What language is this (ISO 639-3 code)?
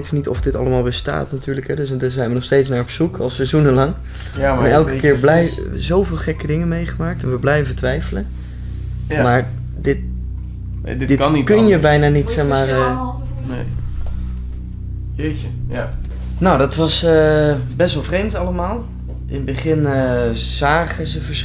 nld